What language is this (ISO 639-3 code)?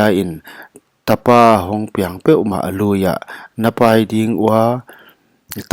pck